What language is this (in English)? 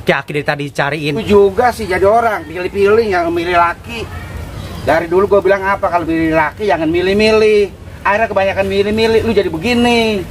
Betawi